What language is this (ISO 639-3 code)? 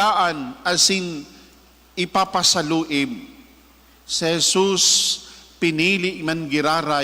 bik